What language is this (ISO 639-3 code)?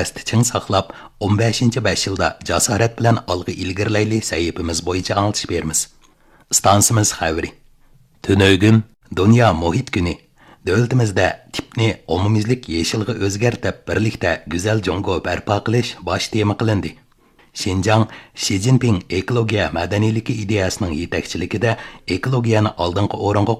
uig